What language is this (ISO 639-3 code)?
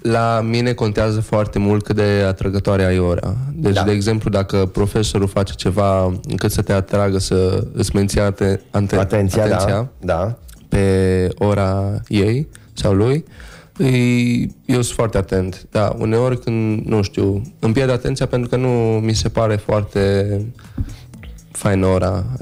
ron